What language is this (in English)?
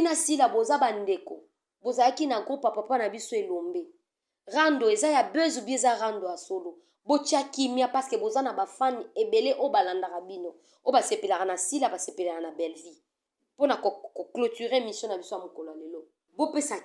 Lingala